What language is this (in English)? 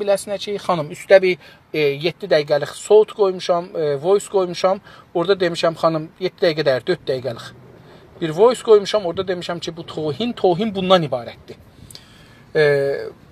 South Azerbaijani